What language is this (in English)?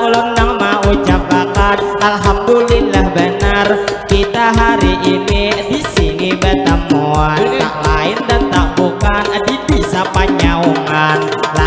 Banjar